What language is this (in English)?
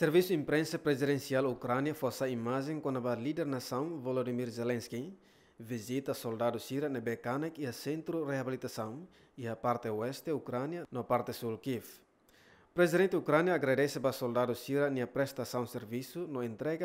Tetum